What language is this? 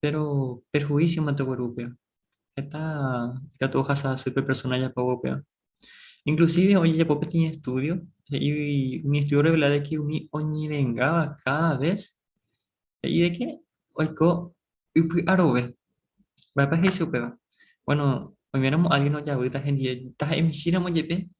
Guarani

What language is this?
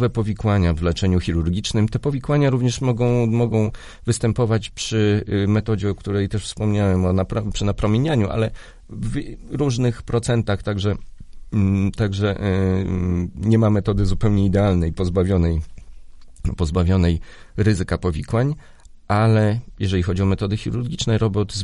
Polish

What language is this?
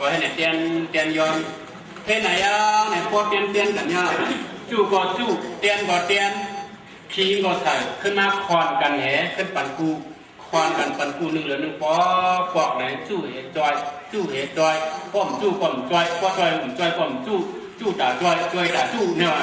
Shan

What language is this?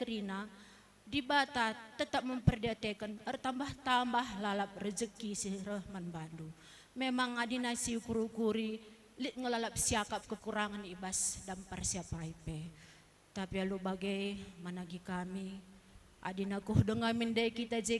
Batak Karo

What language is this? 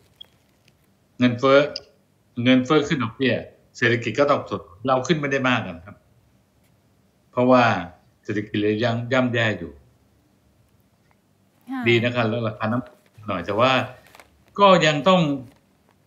Thai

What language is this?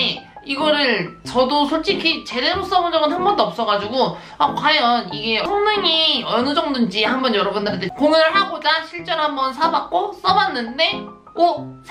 Korean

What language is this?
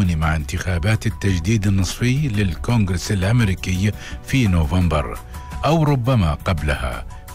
Arabic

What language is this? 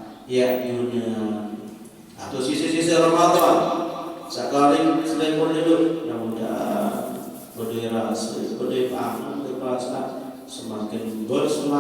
Sasak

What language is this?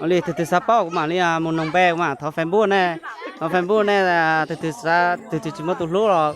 Hmong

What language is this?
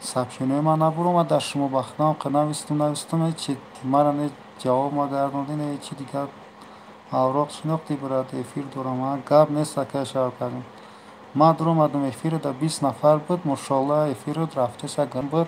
Tajik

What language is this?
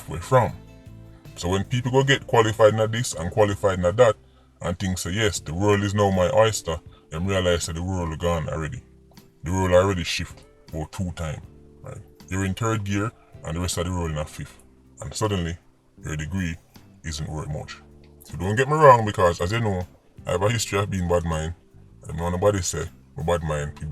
Jamaican Creole English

